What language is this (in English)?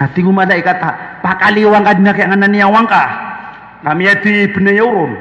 Maranao